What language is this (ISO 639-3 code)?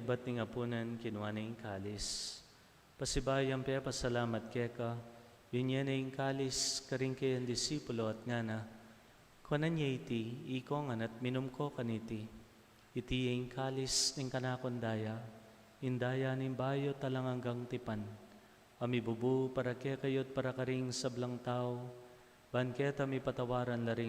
pam